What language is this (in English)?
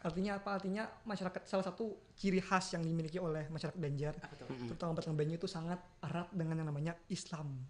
Banjar